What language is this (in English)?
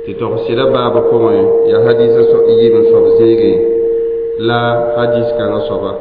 Mossi